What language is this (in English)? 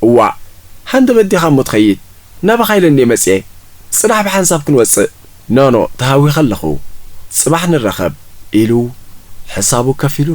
Tigrinya